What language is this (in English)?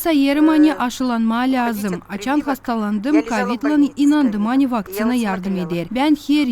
Gagauz